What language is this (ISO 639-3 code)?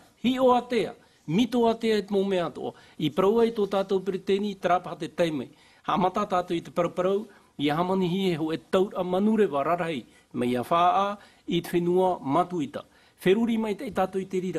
tah